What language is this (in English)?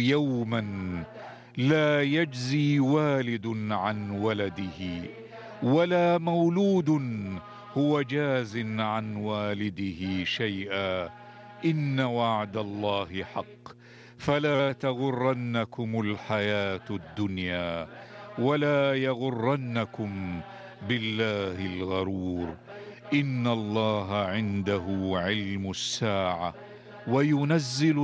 Arabic